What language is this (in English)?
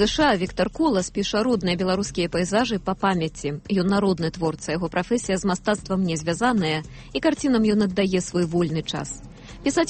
Belarusian